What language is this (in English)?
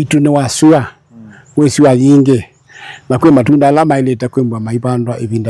Kamba